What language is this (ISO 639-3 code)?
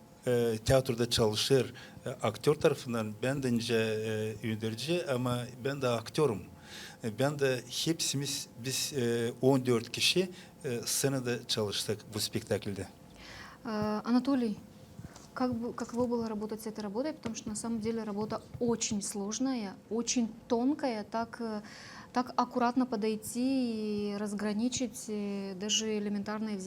gag